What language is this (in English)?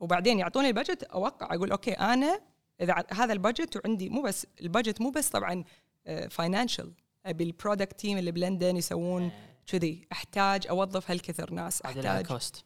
Gulf Arabic